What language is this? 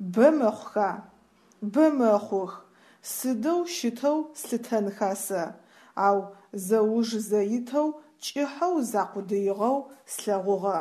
Adyghe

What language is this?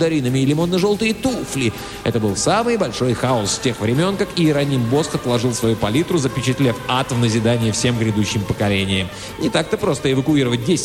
Russian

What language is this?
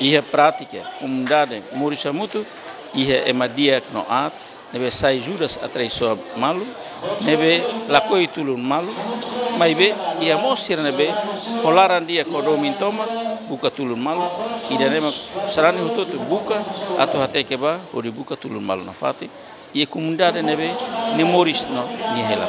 Tetum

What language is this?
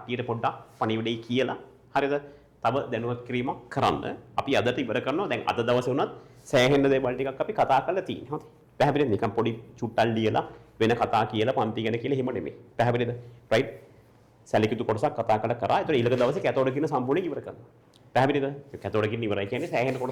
Sinhala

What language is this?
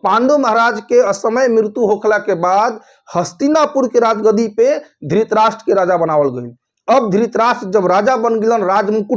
Bhojpuri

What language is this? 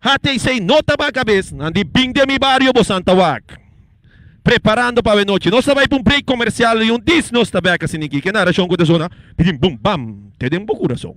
Papiamento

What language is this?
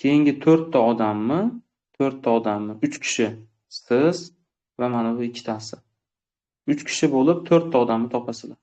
Uzbek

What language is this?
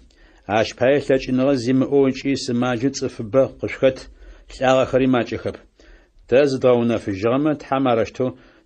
Adyghe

